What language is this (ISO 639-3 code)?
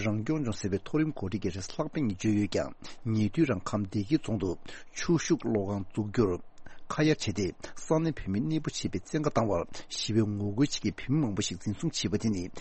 bod